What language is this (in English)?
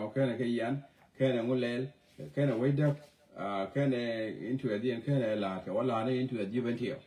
Nuer